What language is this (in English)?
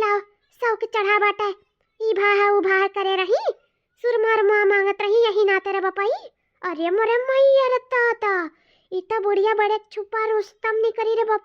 Awadhi